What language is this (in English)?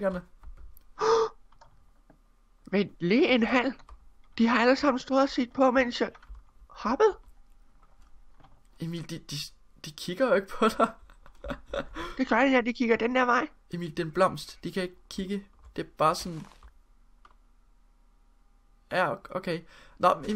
Danish